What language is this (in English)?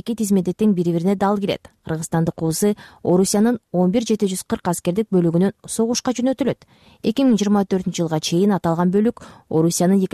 Kyrgyz